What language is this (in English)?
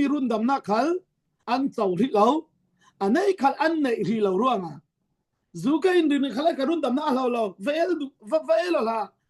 Falam Chin